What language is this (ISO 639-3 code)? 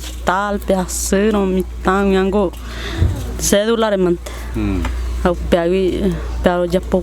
grn